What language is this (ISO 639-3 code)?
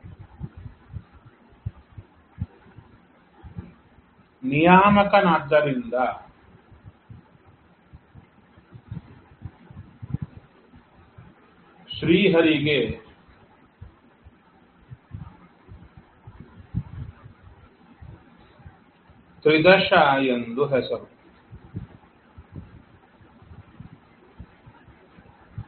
kan